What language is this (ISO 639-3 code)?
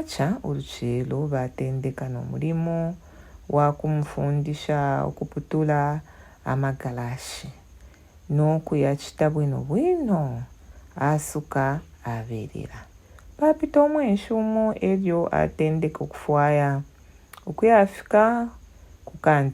bem